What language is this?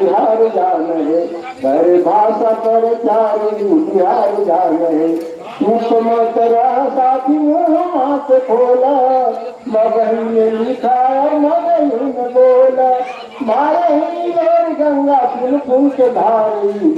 Magahi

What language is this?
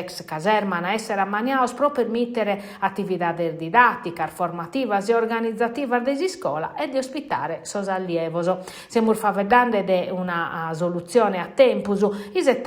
Sardinian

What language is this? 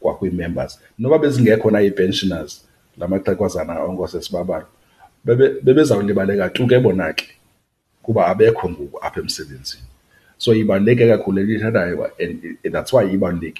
Xhosa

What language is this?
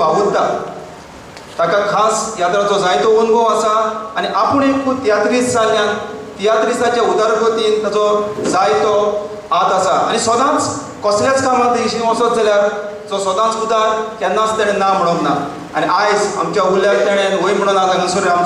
Konkani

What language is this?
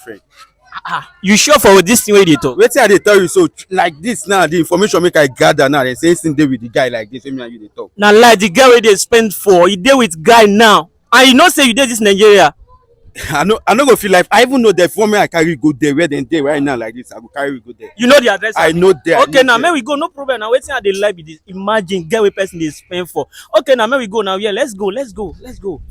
Nigerian Pidgin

